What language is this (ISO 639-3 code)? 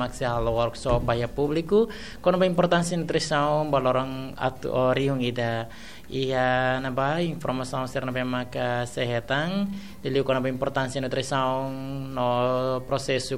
tet